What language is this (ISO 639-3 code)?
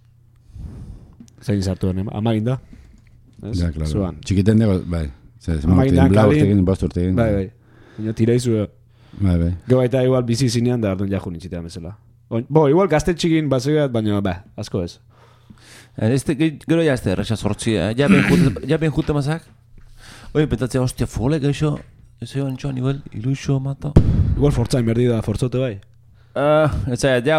eus